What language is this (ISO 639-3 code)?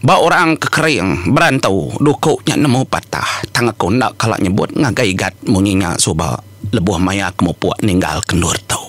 iba